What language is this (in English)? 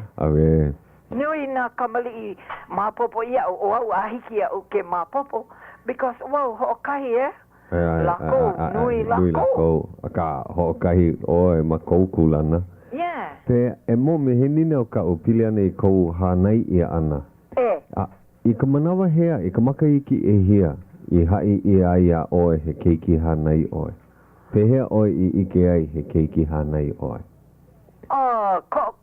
Hawaiian